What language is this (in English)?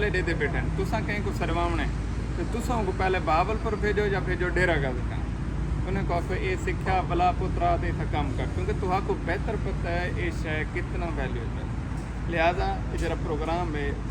Saraiki